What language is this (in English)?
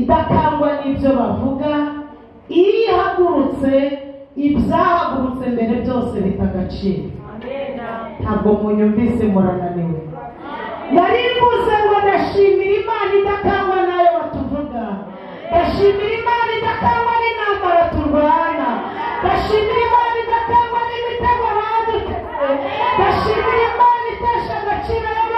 Kinyarwanda